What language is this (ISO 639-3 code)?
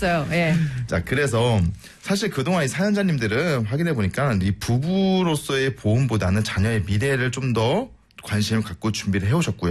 kor